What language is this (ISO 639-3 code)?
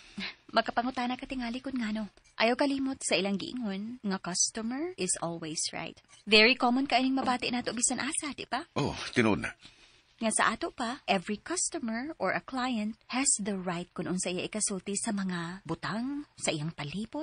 ceb